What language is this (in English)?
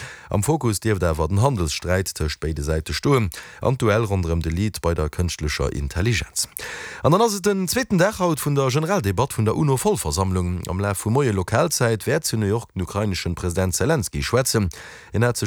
Luxembourgish